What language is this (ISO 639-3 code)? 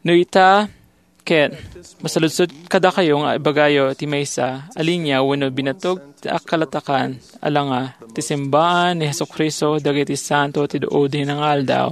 ilo